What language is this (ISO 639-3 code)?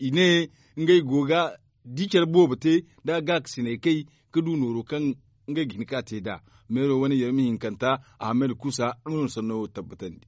dje